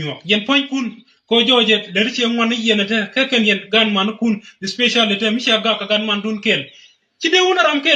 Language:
Nuer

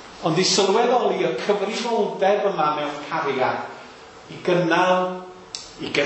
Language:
Welsh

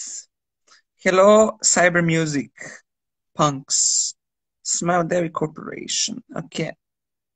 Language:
Croatian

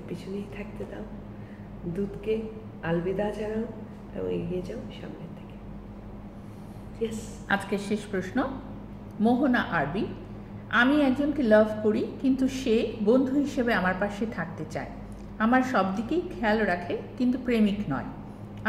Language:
Bangla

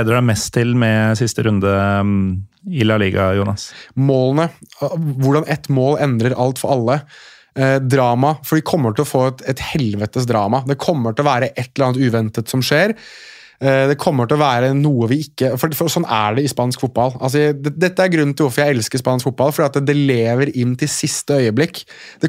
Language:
Norwegian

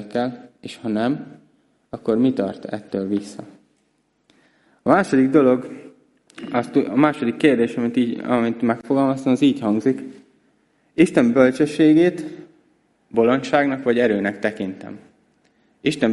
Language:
Hungarian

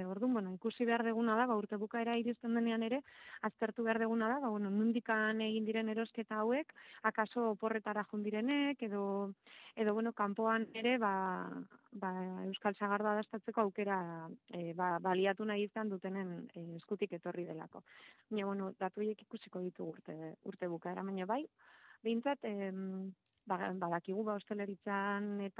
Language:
Basque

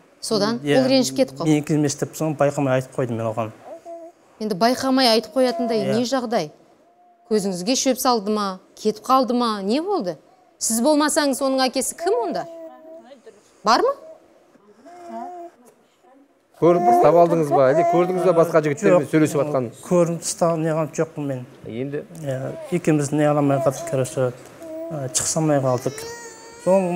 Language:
Kazakh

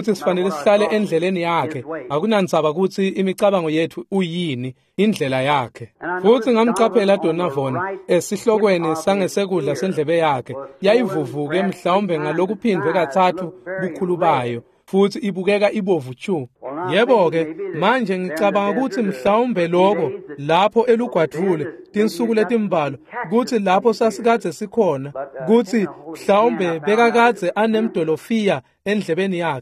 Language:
Swati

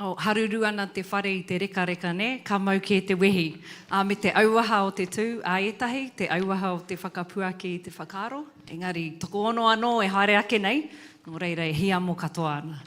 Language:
Māori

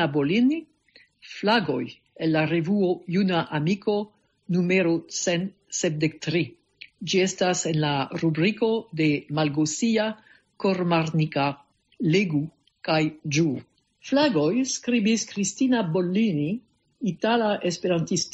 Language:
Esperanto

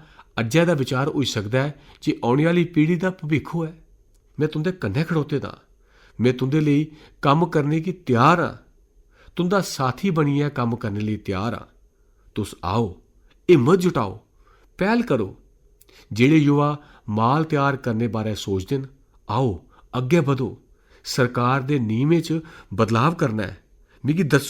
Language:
Dogri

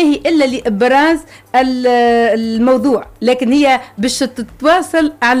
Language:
Tunisian Arabic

